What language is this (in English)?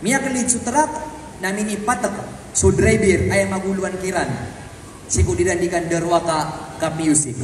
Maranao